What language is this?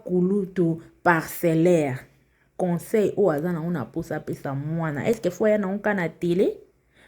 Lingala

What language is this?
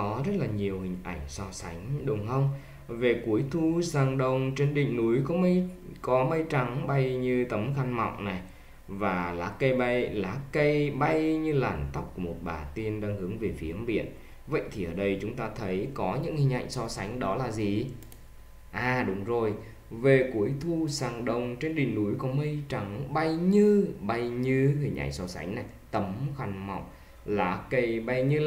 Vietnamese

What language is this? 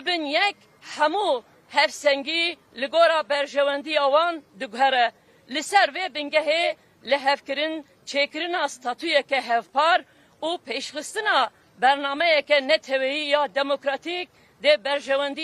Kurdish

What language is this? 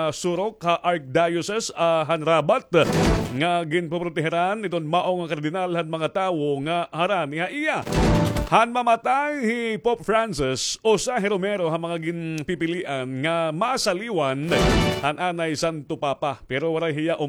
Waray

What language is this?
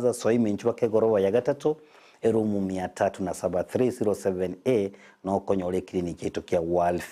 Gusii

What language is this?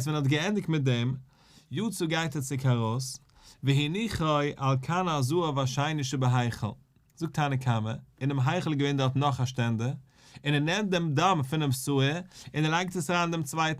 Yiddish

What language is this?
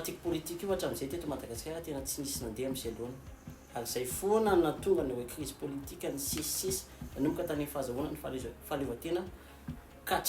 Malagasy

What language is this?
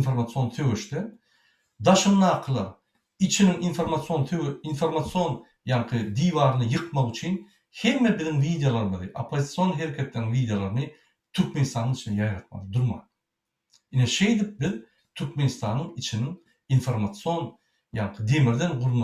Turkmen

